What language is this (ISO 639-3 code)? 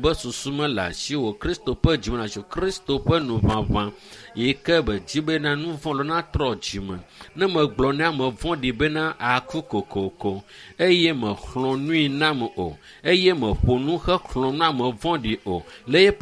ewe